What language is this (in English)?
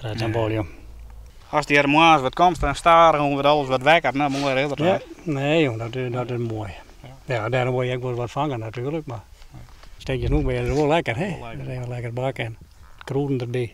Western Frisian